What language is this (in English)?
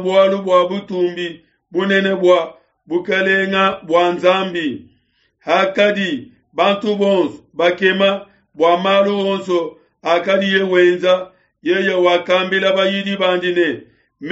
Luba-Lulua